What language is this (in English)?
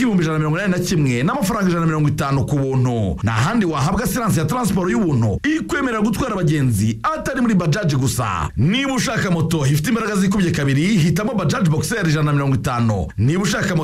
Kinyarwanda